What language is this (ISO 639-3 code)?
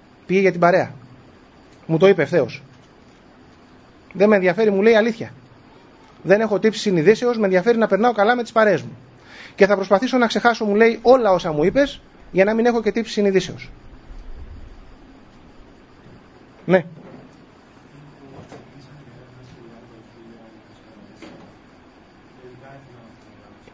ell